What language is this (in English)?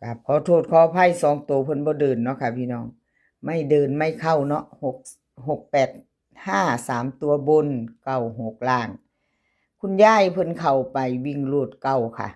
Northeastern Thai